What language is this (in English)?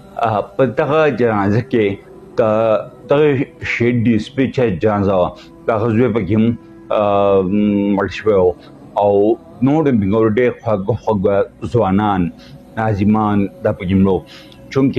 Pashto